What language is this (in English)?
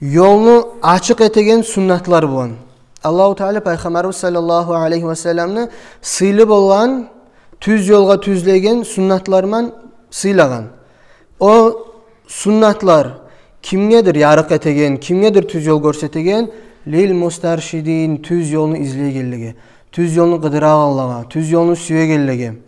Kumyk